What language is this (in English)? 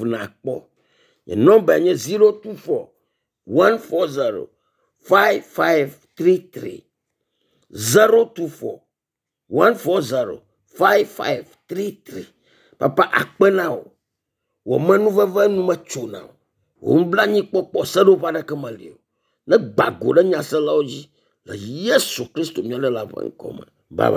Ewe